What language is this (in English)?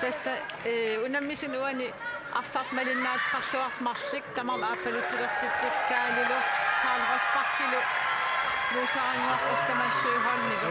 Kalaallisut